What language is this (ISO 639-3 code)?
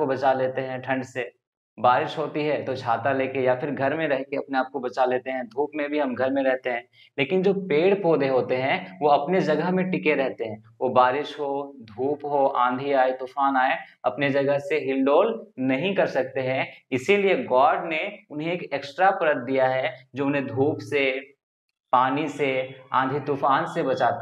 hin